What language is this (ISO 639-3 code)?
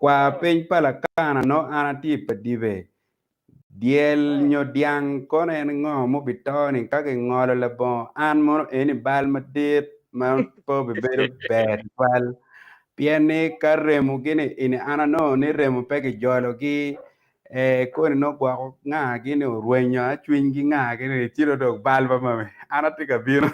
ach